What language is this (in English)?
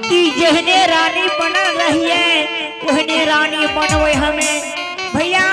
Angika